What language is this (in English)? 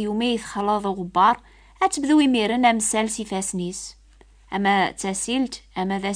Kabyle